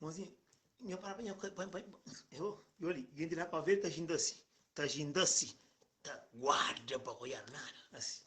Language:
Kabuverdianu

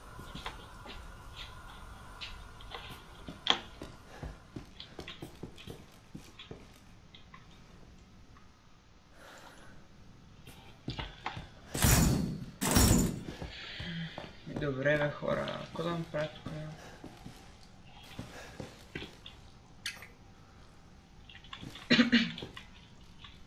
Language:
Bulgarian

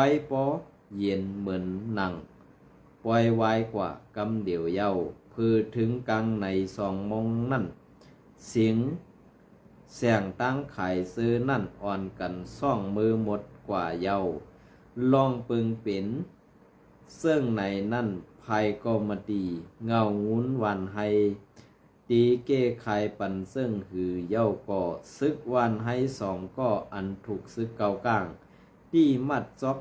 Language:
Shan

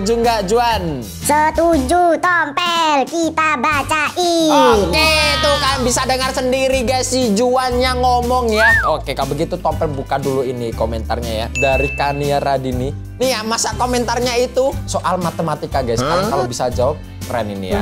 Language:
Indonesian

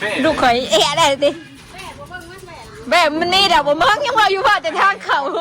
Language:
Northeastern Thai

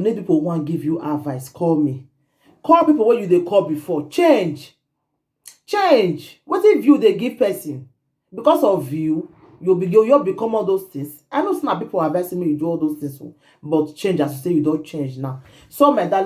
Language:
Nigerian Pidgin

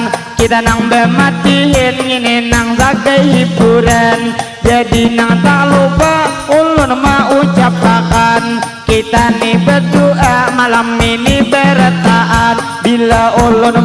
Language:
Banjar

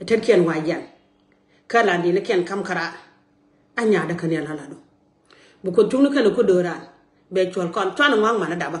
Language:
Nuer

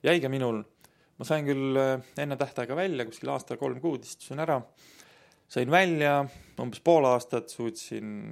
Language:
Estonian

